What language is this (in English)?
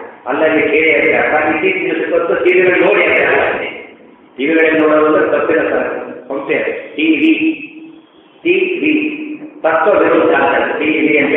Kannada